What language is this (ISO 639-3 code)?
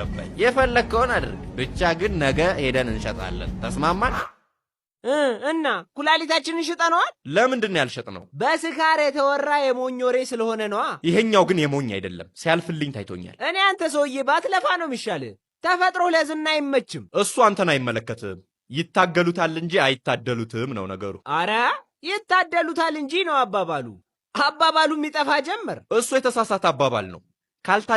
amh